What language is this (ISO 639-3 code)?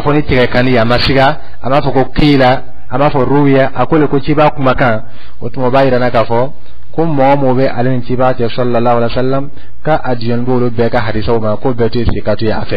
dyu